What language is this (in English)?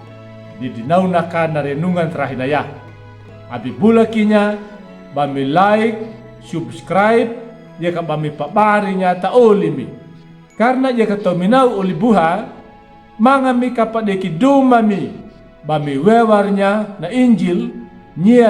Anakalangu